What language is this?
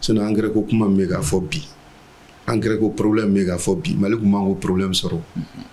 Bambara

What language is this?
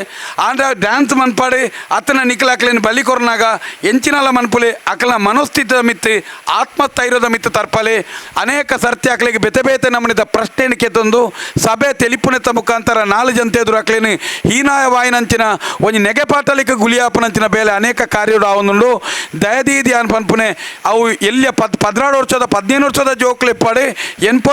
Tulu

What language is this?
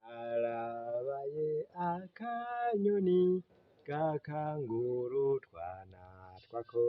Rundi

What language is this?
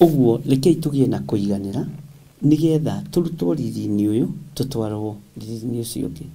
Kikuyu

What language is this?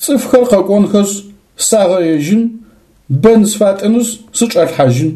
Adyghe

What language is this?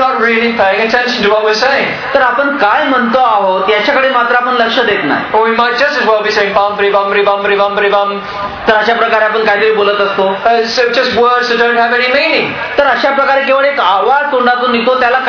Marathi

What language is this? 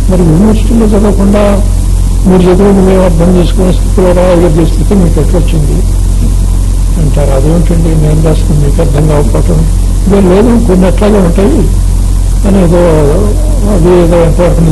Telugu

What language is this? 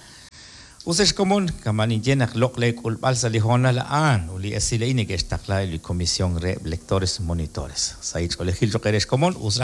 Kekchí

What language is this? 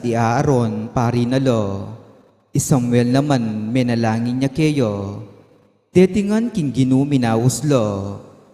Pampanga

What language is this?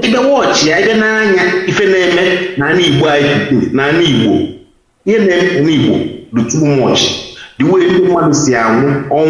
Igbo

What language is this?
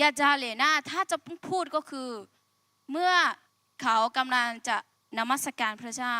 Akha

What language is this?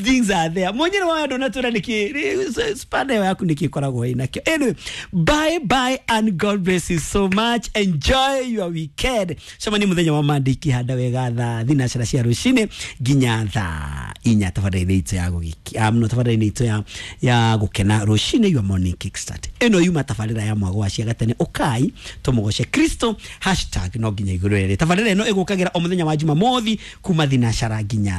Kikuyu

